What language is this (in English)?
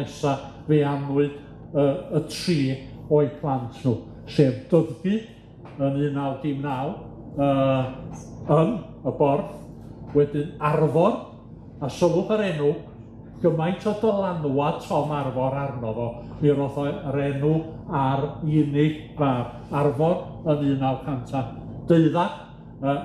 Welsh